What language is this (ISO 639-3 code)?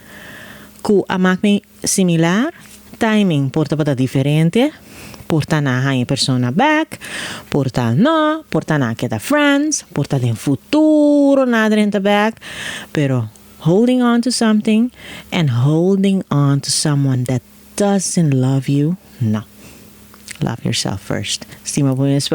pap